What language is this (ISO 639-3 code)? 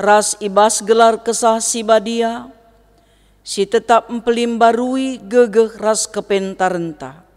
btx